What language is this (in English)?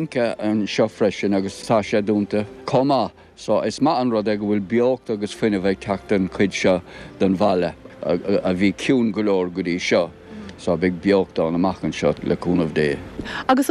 Irish